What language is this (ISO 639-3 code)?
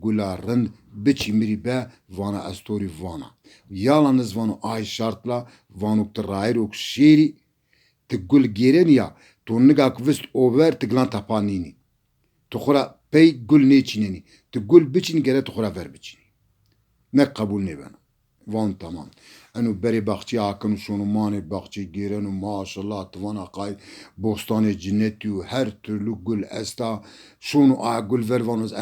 zza